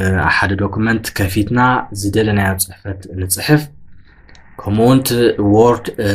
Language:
Tigrinya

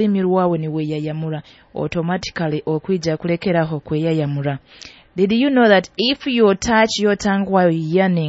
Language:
Nyoro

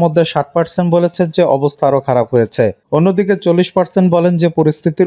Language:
Bangla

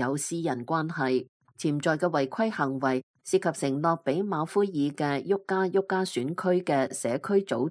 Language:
Cantonese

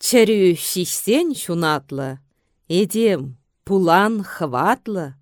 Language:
Chuvash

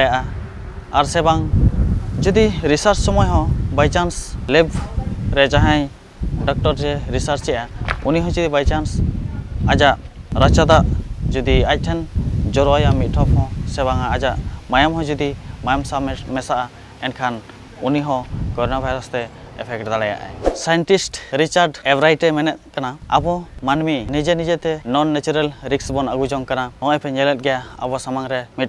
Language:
Santali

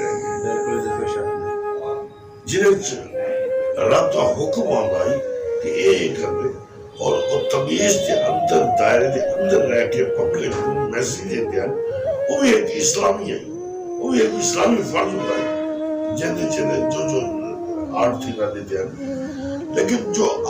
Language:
Saraiki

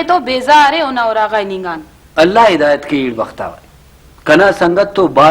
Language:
Brahui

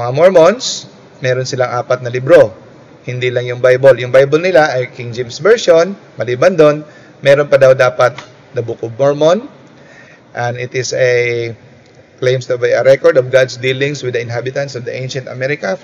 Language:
Filipino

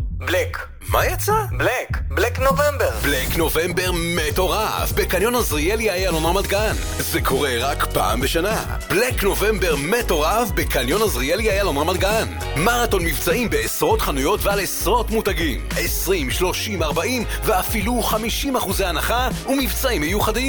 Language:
Hebrew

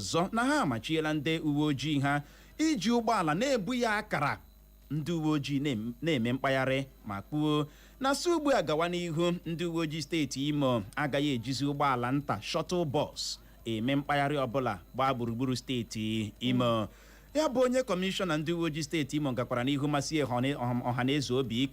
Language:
Igbo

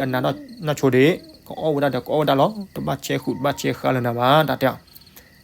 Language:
S'gaw Karen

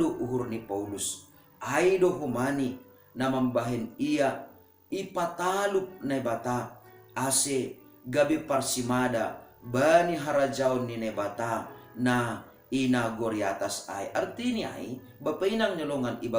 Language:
Batak Simalungun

